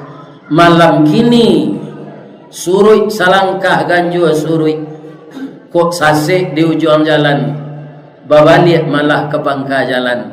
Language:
Minangkabau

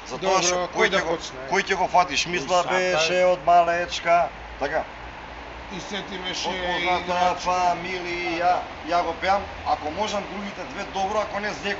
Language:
Macedonian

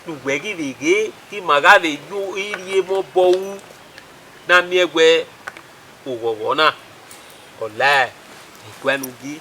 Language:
Bini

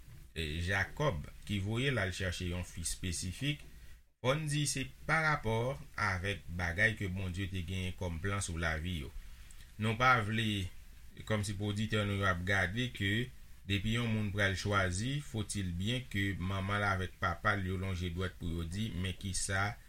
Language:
Haitian Creole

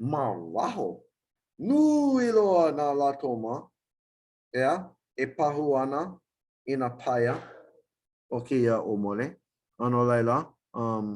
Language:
Hawaiian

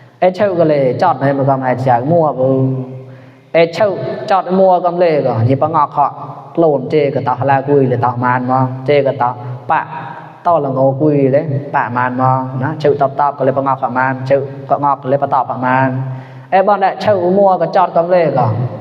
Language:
Mon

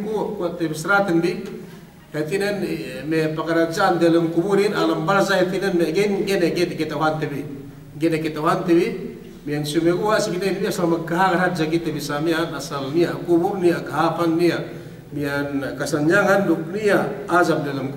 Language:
Yakan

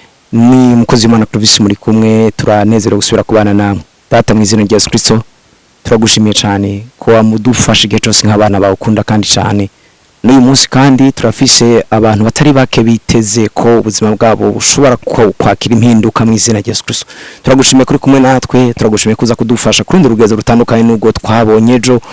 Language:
Rundi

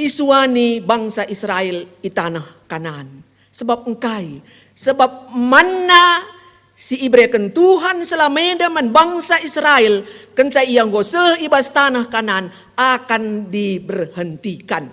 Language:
Batak Karo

